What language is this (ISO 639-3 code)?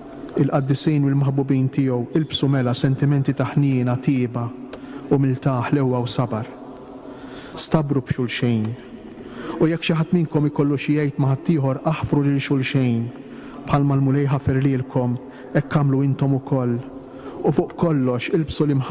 mlt